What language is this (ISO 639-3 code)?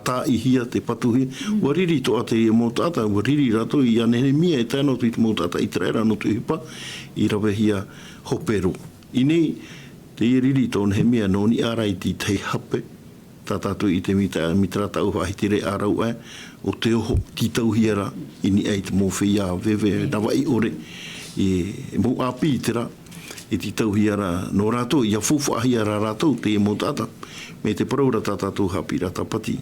tah